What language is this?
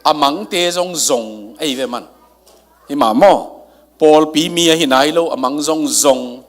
Tedim Chin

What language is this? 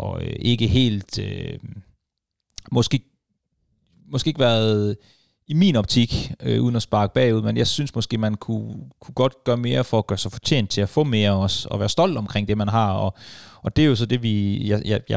Danish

